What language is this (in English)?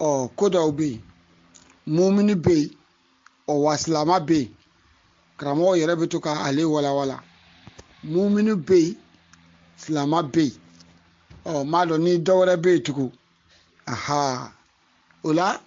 Bambara